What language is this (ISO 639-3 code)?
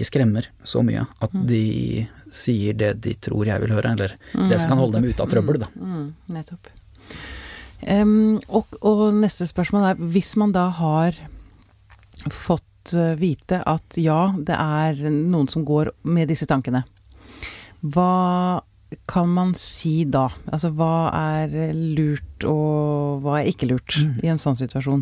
nor